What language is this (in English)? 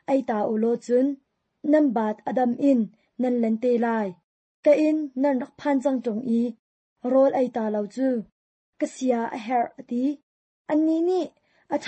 Hakha Chin